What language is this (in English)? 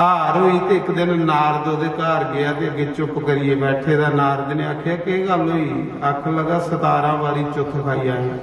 Dogri